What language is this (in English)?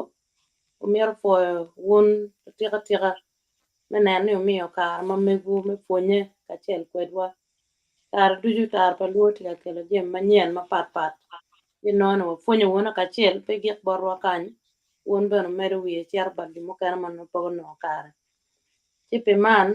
Acoli